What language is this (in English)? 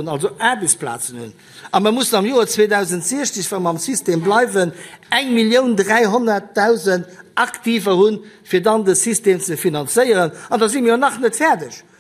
Luxembourgish